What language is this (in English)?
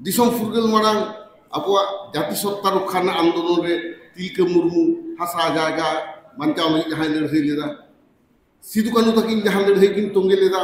Santali